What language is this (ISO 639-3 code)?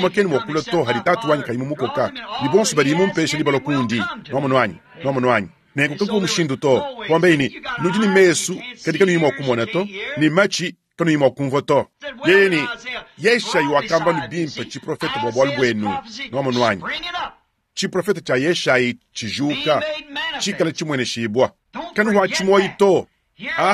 lua